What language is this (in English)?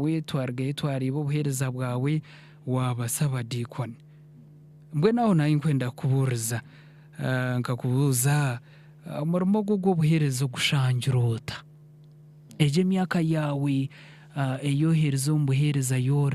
Nyankole